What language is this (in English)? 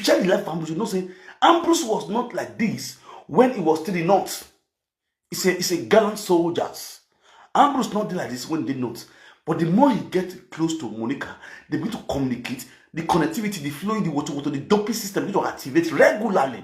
Nigerian Pidgin